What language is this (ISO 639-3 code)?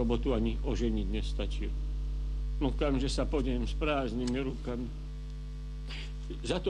slk